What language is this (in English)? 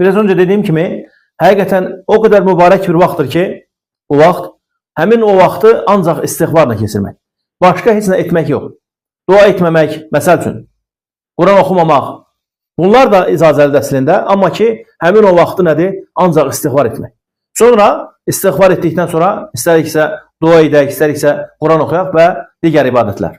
Azerbaijani